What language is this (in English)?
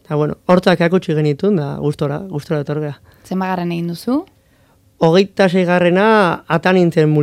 Basque